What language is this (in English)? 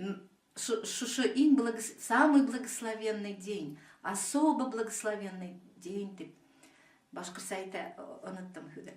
Bashkir